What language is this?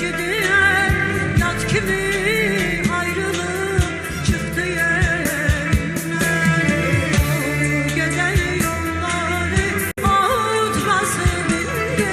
South Azerbaijani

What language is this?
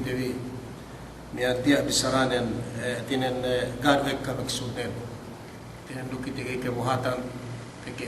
Yakan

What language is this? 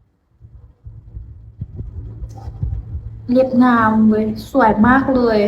Lao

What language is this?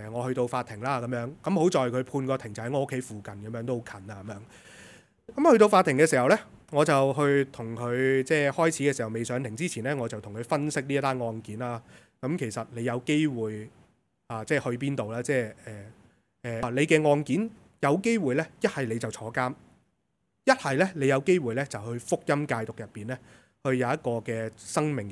Cantonese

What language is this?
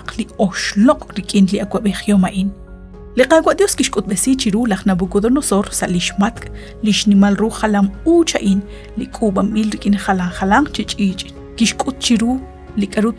Kekchí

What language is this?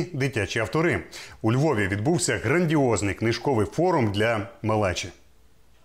Ukrainian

